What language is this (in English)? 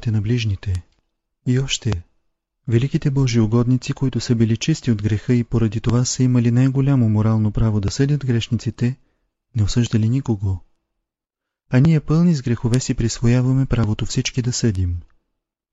Bulgarian